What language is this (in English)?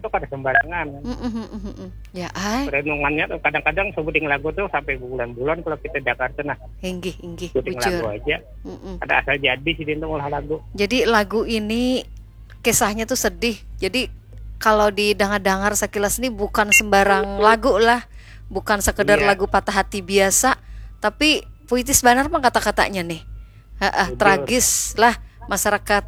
Banjar